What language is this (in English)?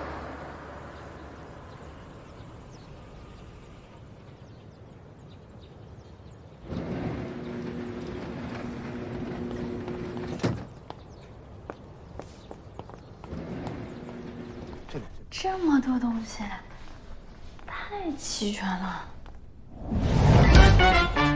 Chinese